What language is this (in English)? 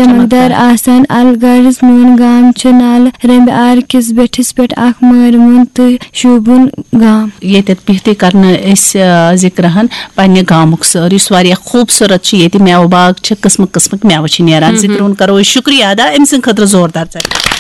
Kashmiri